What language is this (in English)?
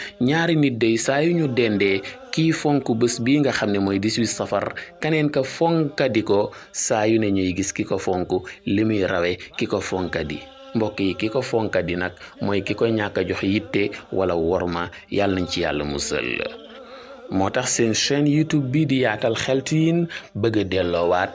Wolof